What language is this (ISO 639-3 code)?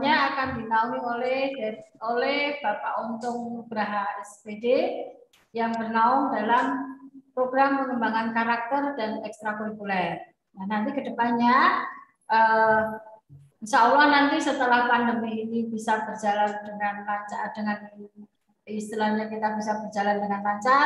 ind